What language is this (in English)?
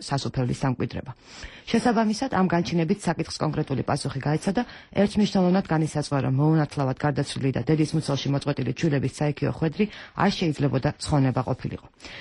Georgian